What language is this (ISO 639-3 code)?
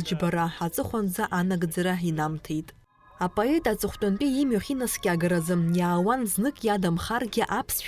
abk